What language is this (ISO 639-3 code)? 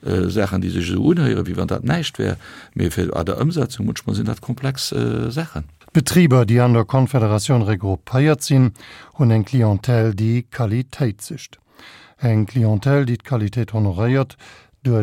ltz